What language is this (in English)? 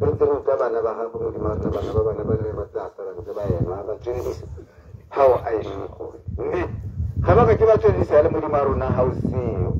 Tswana